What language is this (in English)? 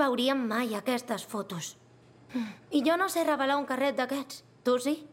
Catalan